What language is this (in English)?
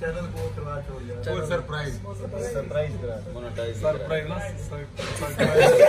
Saraiki